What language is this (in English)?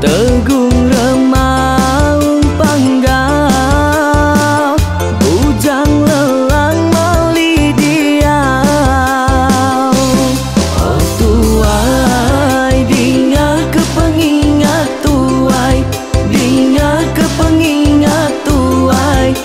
Iban